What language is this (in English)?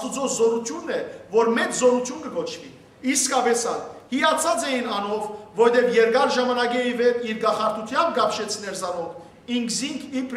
Western Armenian